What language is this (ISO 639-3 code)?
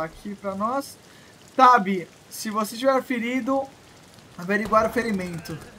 por